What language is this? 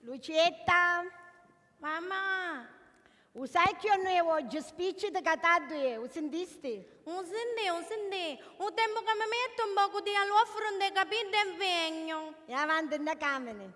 Sicilian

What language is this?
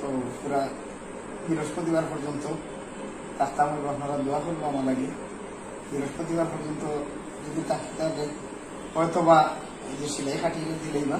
Sylheti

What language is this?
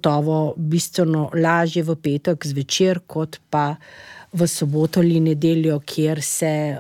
Slovenian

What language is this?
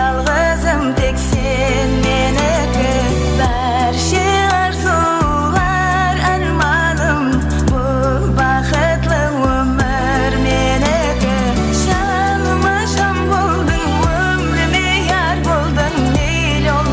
Kara-Kalpak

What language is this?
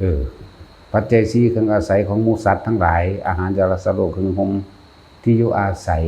Northeastern Thai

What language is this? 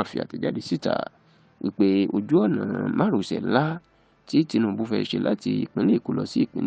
Yoruba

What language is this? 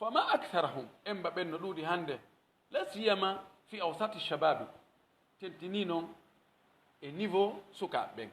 Pular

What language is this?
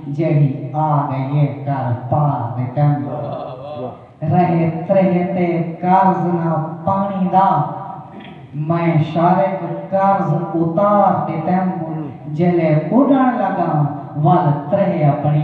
Saraiki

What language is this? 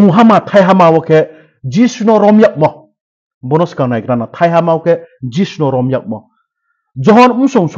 Riang (India)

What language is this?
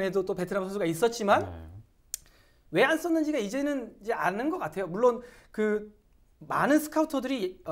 Korean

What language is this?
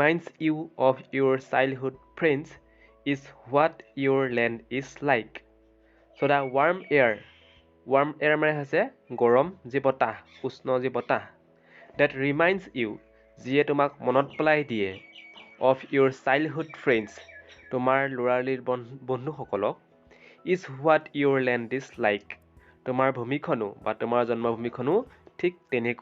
Assamese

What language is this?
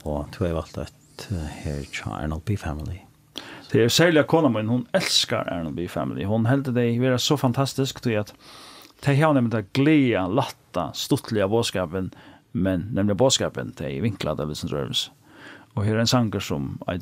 Faroese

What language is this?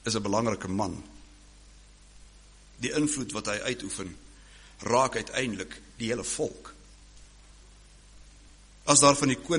Afrikaans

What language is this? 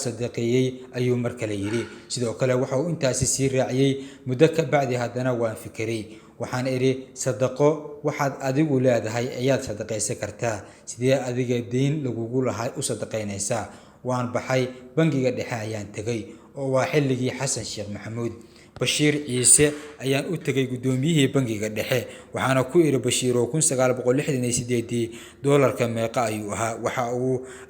Somali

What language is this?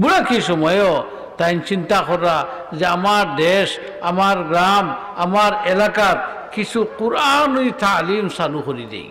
Sylheti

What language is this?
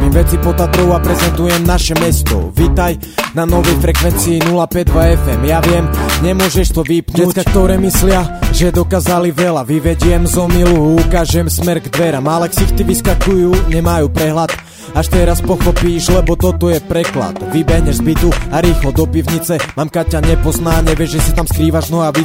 Slovak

